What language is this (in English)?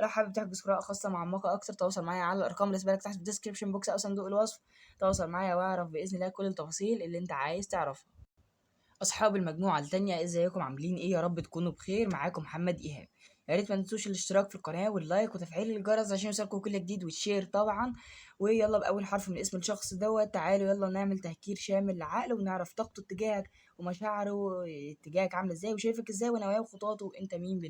Egyptian Arabic